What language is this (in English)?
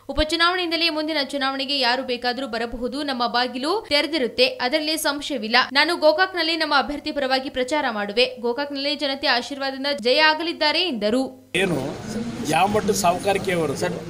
Kannada